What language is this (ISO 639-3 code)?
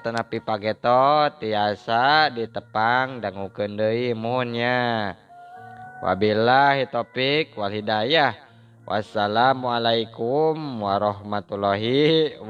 sun